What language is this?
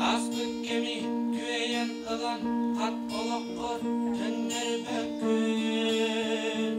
Yakut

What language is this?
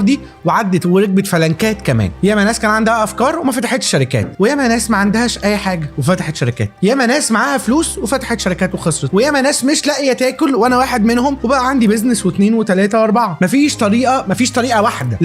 Egyptian Arabic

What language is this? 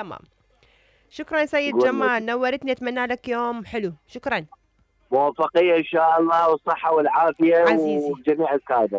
Mesopotamian Arabic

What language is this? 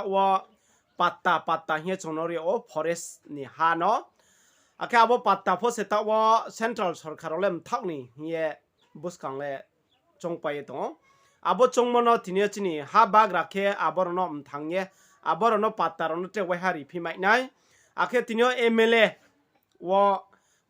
Riang (India)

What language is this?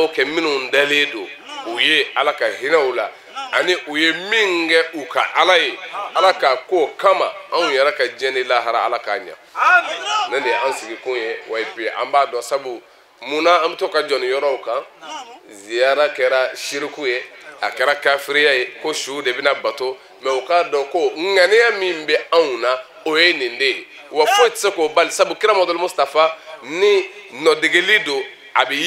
Bambara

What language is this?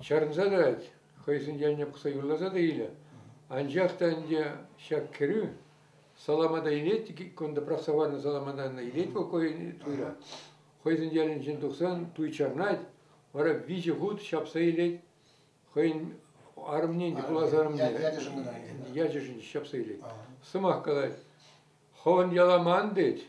Chuvash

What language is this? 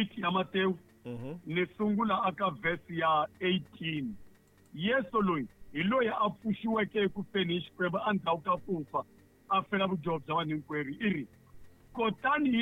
Tsonga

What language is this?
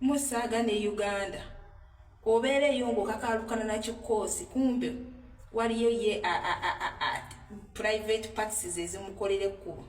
Ganda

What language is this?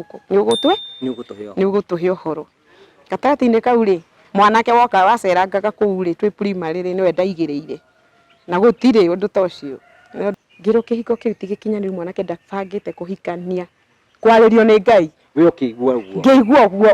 Kikuyu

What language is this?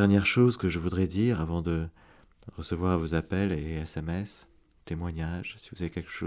French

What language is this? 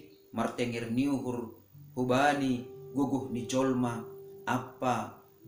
Batak Simalungun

